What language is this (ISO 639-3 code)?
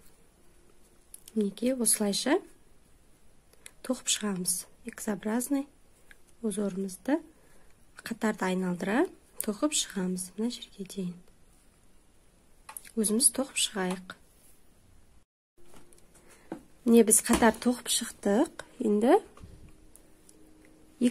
kaz